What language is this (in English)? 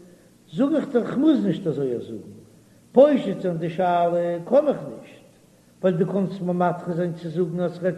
Yiddish